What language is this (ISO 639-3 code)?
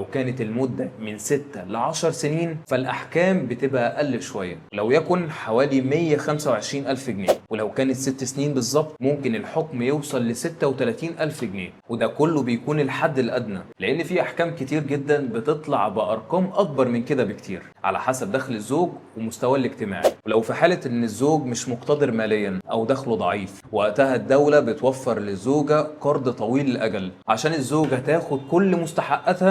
arz